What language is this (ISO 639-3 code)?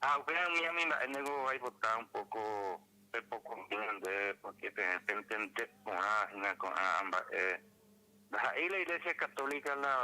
grn